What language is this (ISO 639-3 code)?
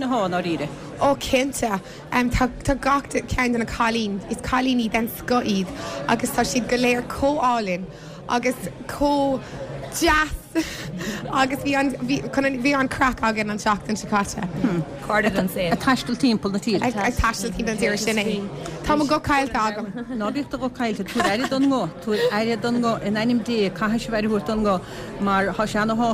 gle